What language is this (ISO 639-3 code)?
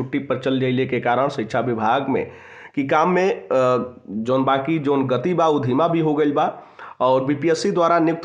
bho